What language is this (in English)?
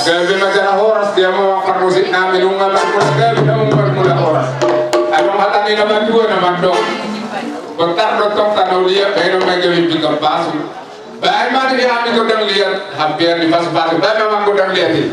Batak Toba